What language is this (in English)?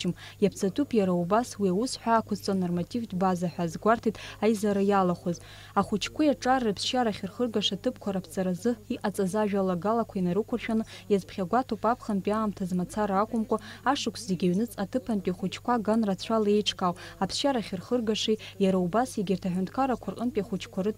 Abkhazian